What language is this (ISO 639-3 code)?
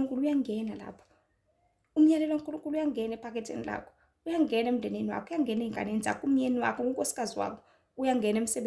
zul